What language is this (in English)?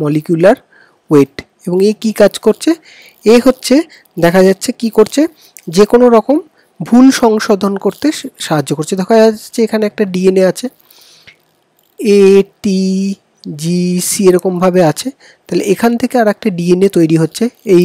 Bangla